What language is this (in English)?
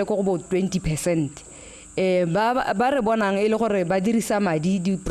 Tswana